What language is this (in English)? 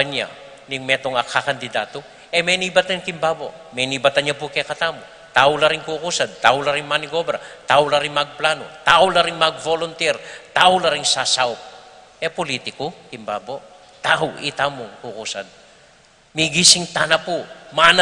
Pampanga